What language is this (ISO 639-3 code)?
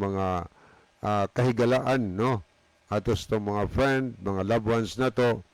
ceb